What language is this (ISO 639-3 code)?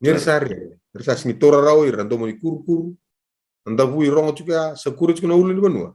fij